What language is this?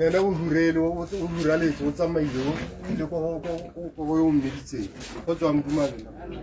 Tswana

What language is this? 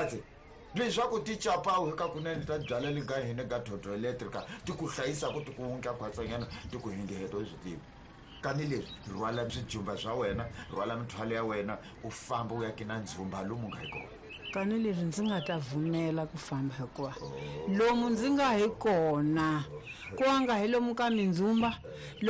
Tsonga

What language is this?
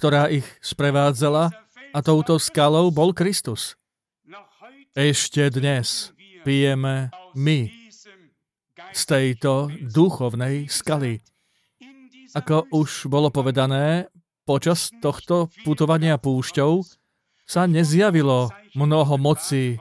Slovak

